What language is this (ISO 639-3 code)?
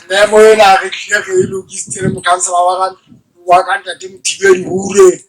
sot